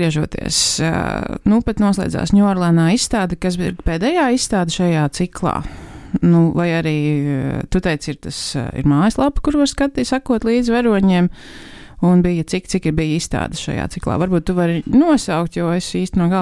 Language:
Latvian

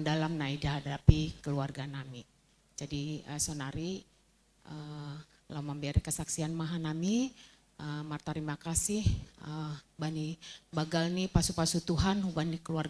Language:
Batak Simalungun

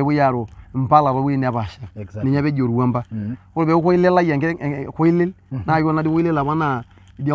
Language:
Masai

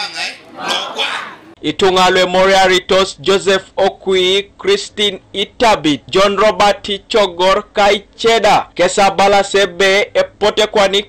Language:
Teso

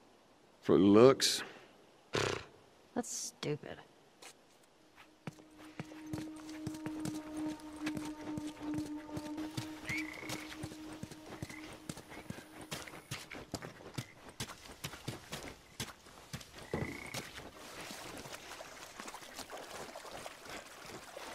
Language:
English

